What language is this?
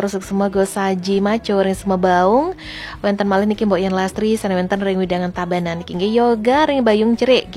Balinese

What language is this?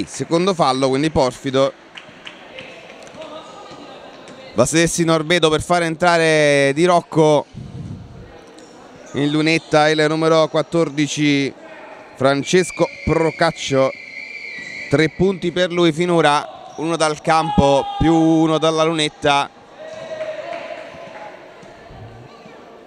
Italian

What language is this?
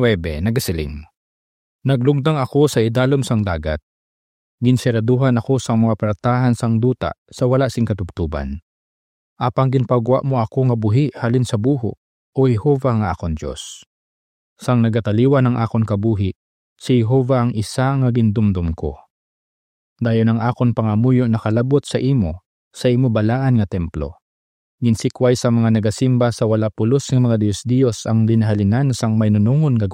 Hiligaynon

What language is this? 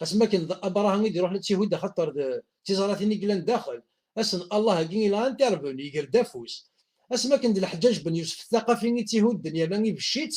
Kabyle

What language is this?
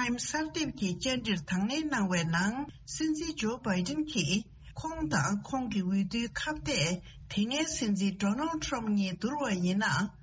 Tibetan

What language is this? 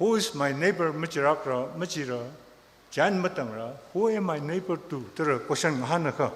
Tangkhul Naga (India)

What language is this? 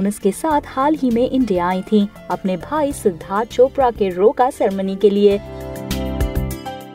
Hindi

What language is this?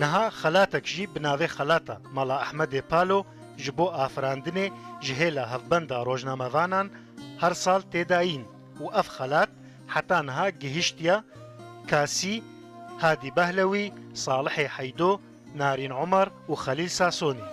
Kurdish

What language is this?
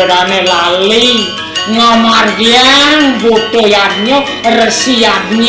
Balinese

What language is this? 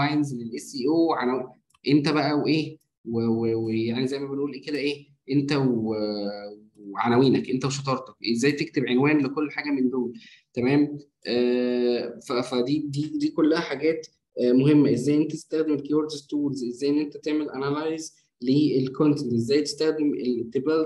Egyptian Arabic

